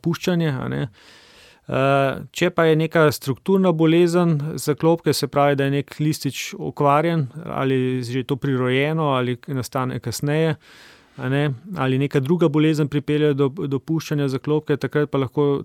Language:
Slovenian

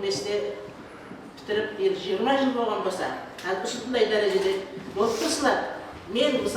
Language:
Kara-Kalpak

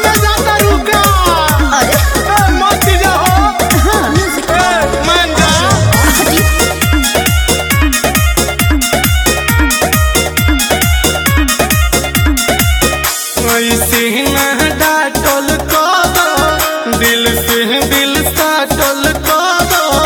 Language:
Bhojpuri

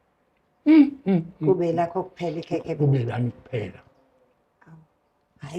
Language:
Zulu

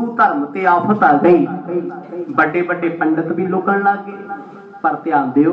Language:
Punjabi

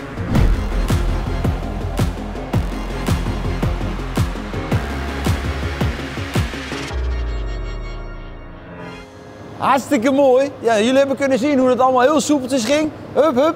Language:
Dutch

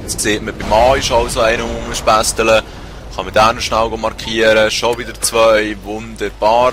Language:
Swiss German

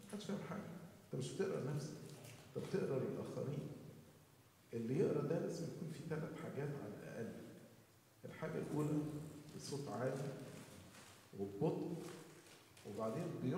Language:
Egyptian Arabic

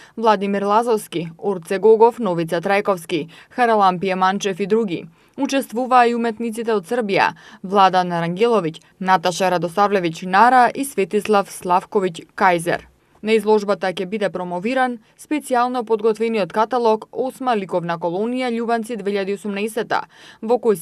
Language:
Macedonian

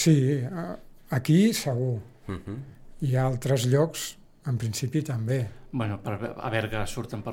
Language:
Catalan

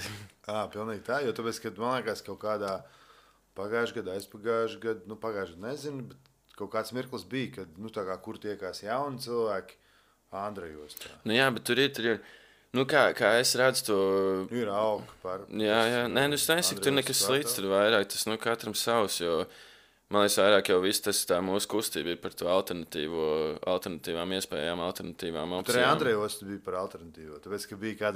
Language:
Latvian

